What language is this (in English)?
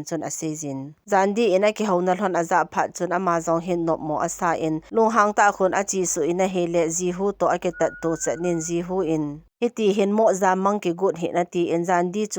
Thado Chin